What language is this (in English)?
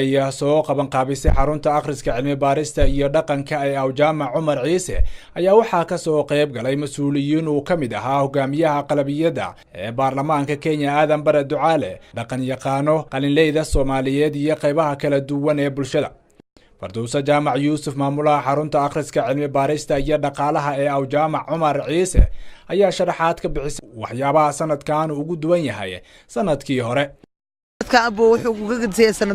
Somali